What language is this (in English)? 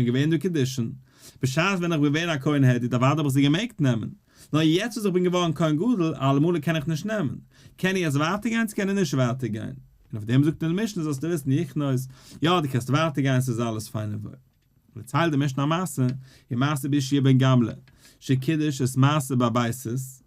Yiddish